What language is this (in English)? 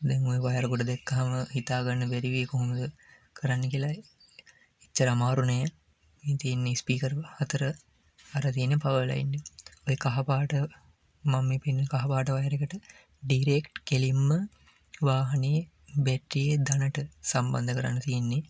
Sinhala